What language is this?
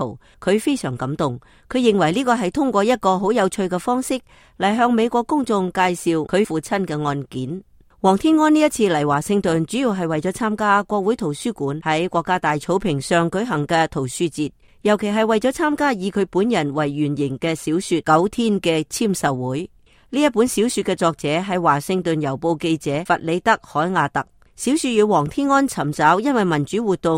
Cantonese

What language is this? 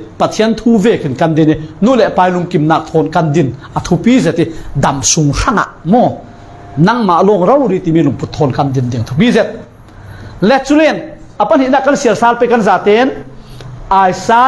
Falam Chin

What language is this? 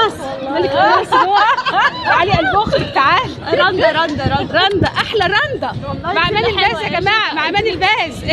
Egyptian Arabic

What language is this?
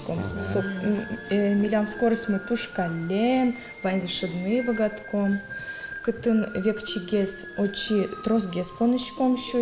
Udmurt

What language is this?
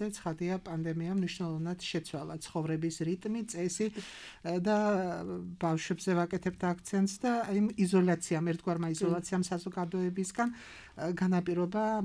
Georgian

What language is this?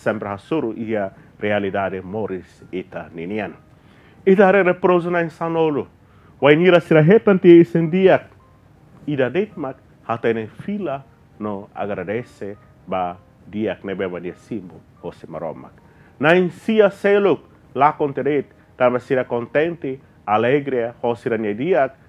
Tetum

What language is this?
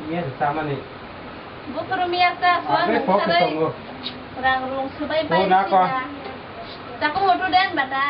Kok Borok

